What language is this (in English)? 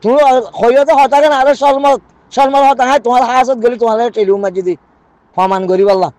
Rohingya